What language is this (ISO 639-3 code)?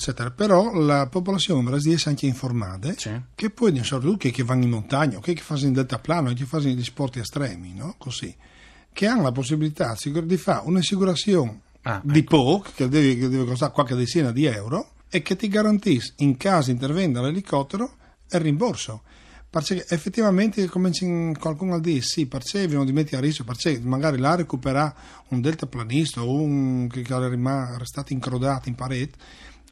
fur